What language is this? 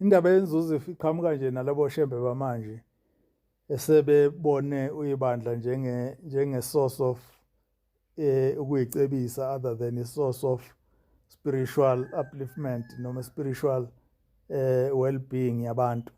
Zulu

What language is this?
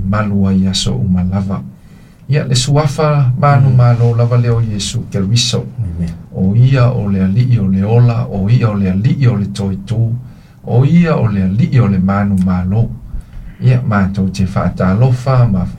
Samoan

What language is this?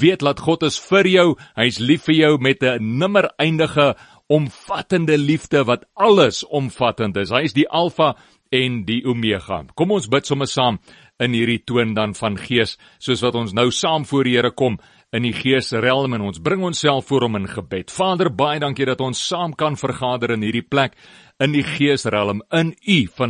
Afrikaans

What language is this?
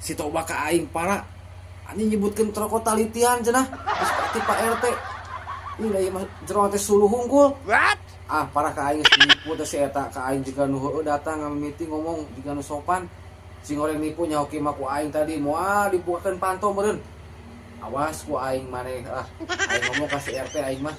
Sundanese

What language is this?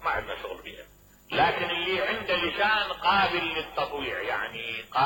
Mesopotamian Arabic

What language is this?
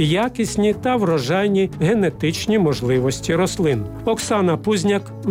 Ukrainian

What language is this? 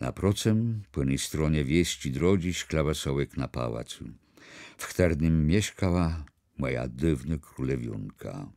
Kashubian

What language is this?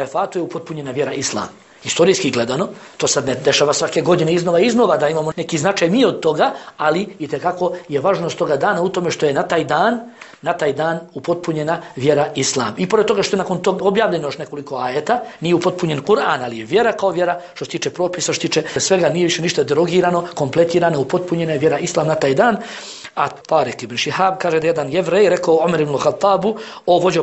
Bosnian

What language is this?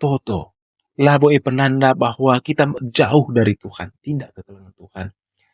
Batak Karo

